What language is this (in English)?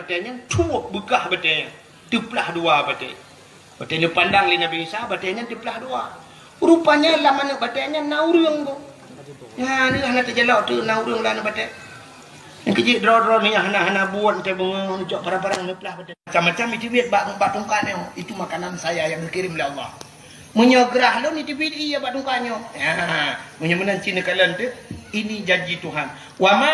Achinese